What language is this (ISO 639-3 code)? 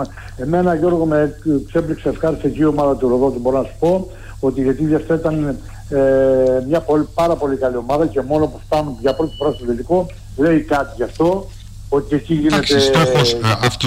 ell